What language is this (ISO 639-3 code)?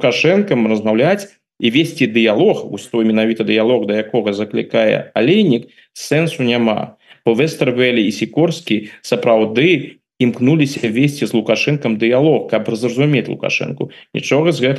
bel